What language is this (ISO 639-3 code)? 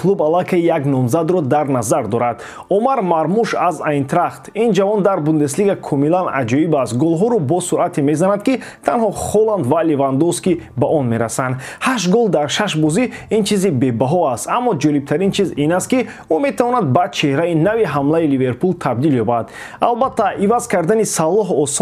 tgk